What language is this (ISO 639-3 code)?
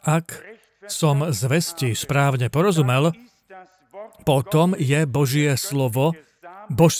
slk